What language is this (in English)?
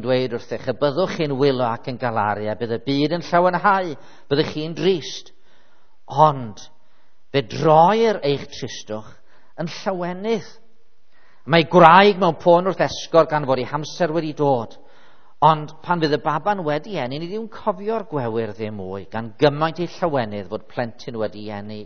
Welsh